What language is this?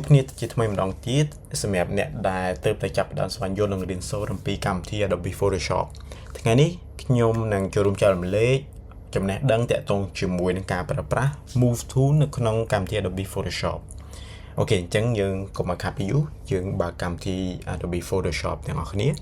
Khmer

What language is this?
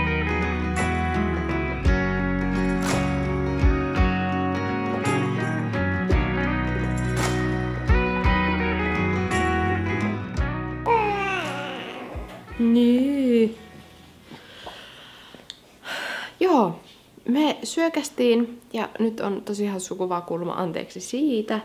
Finnish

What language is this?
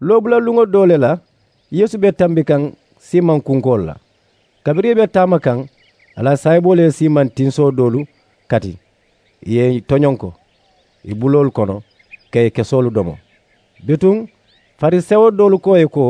Mandingo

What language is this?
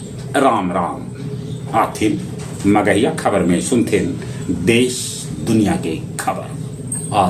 Magahi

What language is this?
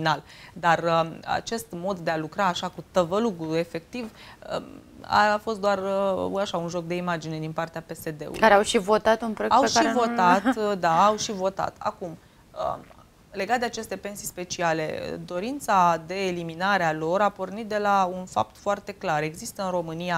Romanian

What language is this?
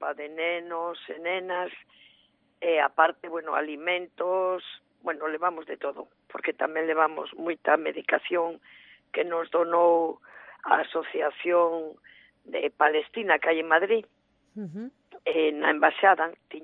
Galician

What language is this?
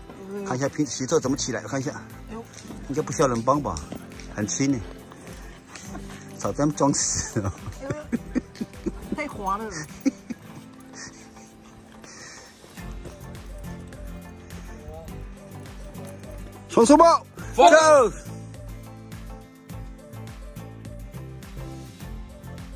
Chinese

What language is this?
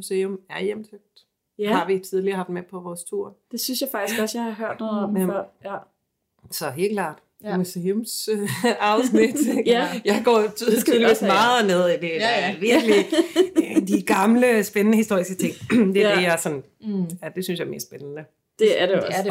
Danish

